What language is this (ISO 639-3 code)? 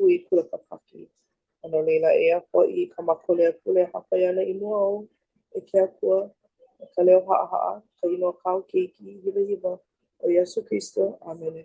haw